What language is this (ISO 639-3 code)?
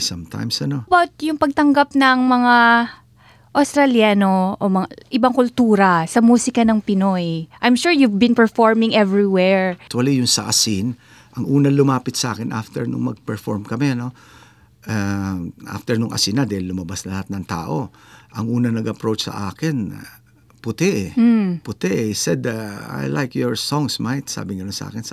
fil